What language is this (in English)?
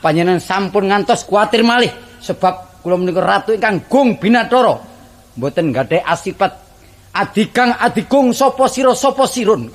Javanese